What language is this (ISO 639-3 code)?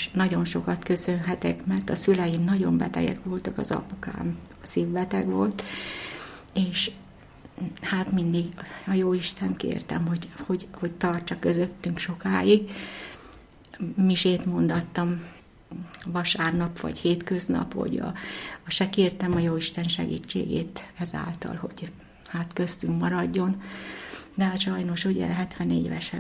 hun